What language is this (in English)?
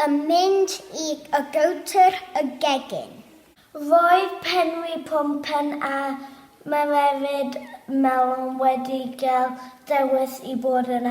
Welsh